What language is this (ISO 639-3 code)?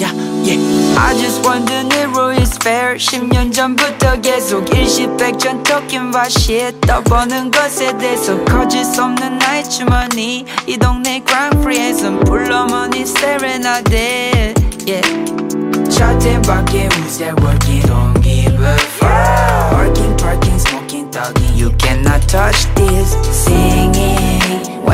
kor